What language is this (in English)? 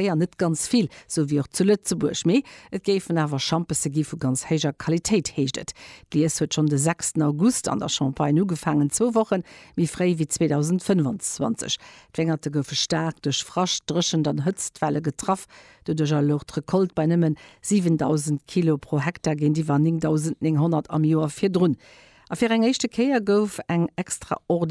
Luxembourgish